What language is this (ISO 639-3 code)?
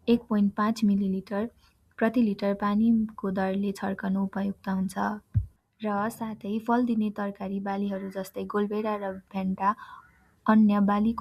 nep